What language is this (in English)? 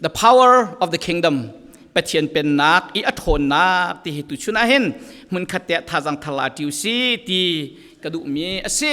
Falam Chin